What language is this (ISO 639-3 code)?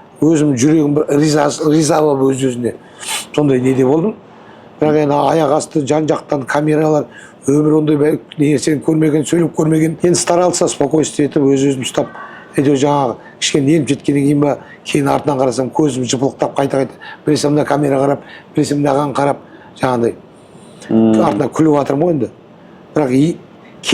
kaz